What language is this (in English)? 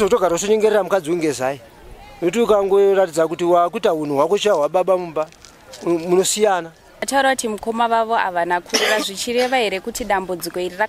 Shona